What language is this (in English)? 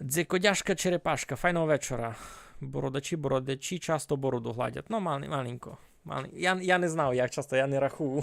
Rusyn